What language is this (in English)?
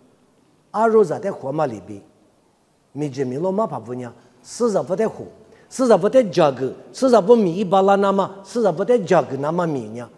Lisu